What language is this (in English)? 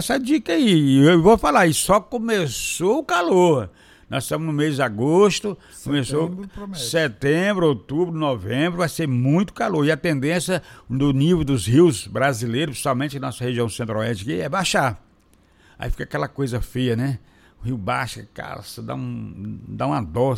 Portuguese